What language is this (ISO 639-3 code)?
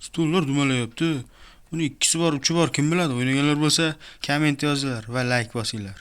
uzb